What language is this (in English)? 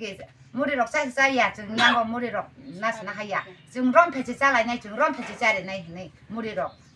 Kok Borok